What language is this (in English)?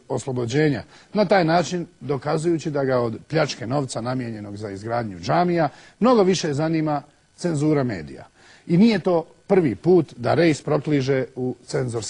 Bosnian